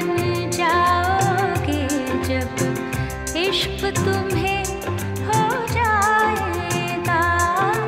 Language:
Marathi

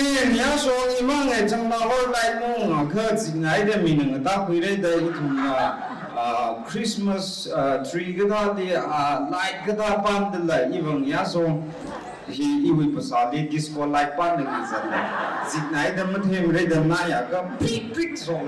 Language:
Tangkhul Naga (India)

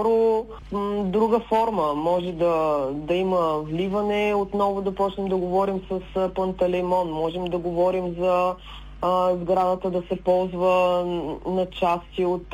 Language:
Bulgarian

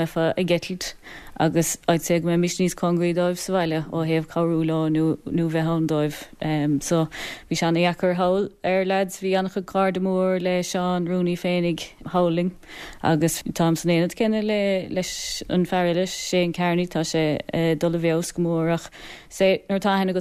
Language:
Irish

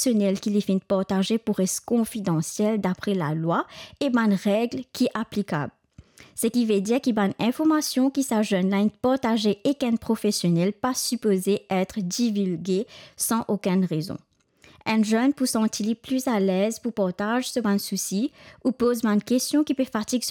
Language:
Morisyen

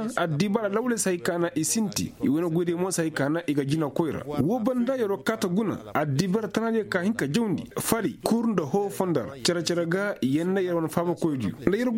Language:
Koyraboro Senni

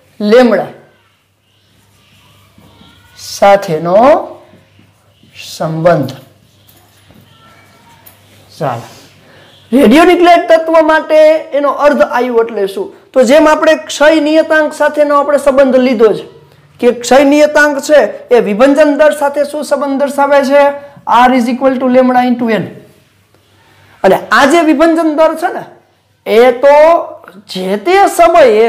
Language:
Gujarati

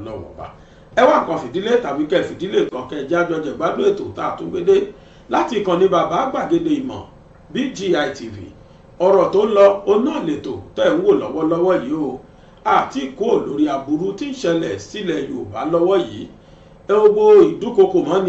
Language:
Yoruba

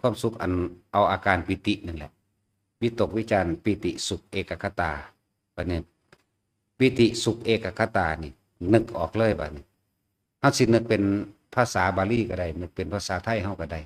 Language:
Northeastern Thai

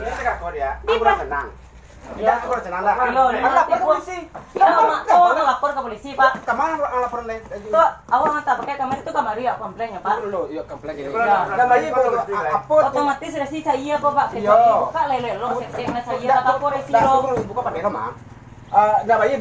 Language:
Minangkabau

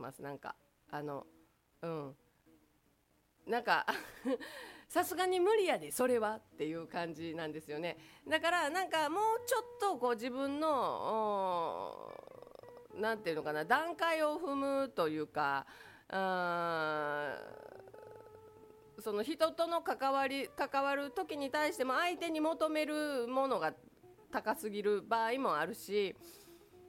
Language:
Japanese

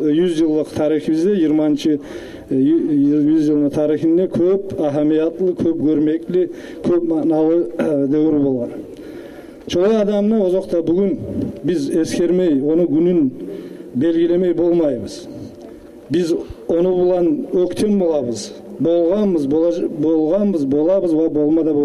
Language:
Kumyk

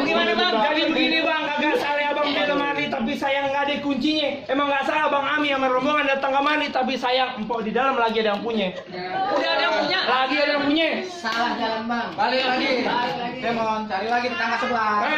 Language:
Betawi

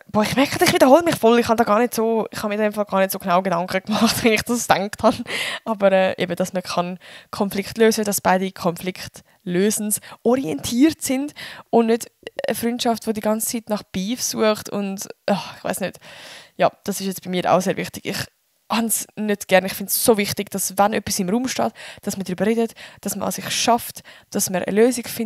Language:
Swiss German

